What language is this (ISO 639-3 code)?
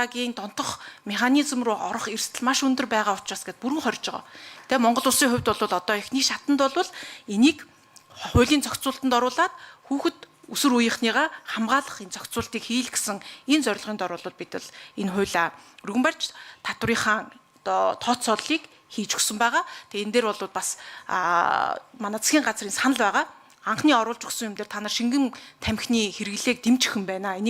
mon